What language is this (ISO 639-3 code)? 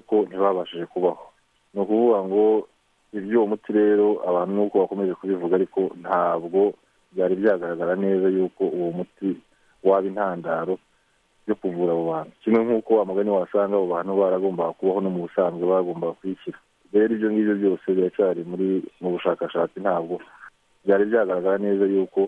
kin